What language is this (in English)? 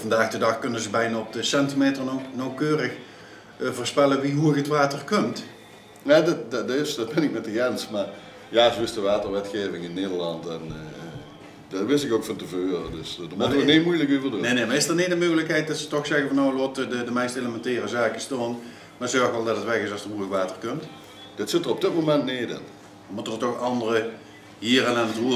Limburgish